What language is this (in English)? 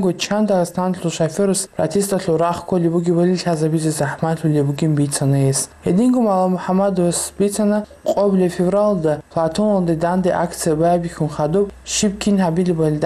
Avaric